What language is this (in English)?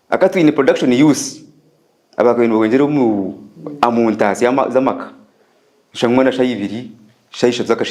Nyankole